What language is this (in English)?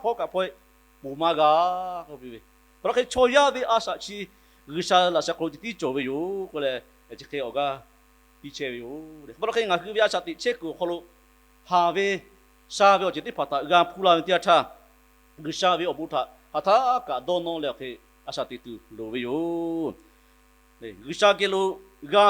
Lahu